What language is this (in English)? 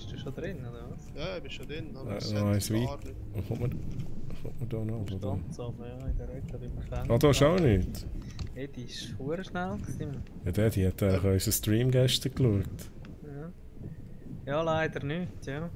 Swiss German